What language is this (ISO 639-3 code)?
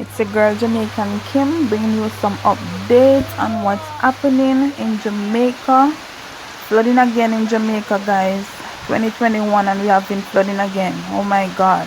jam